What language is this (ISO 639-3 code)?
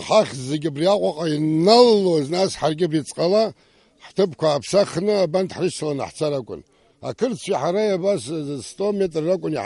abk